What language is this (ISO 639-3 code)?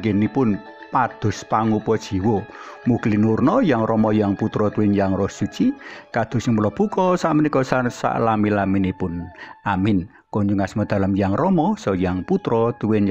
jav